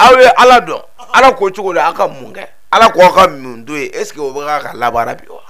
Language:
Bambara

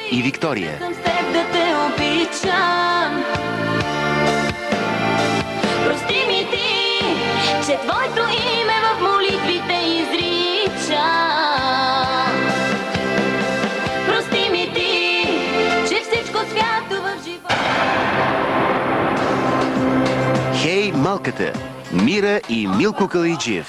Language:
Bulgarian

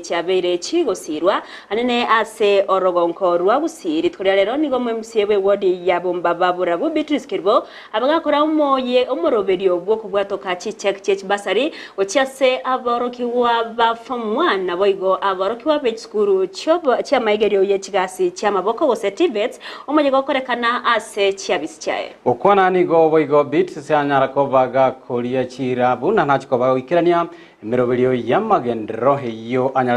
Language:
Gusii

